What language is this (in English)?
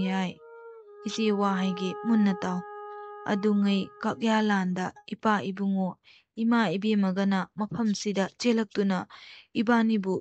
Manipuri